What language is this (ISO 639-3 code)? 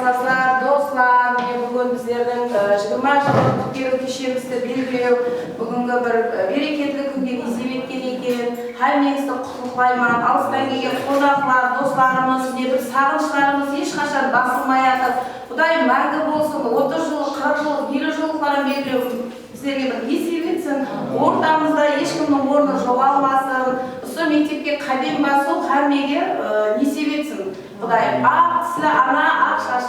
kaa